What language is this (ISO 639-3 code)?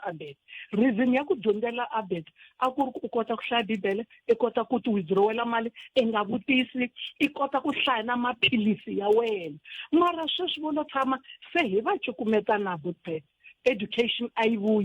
tso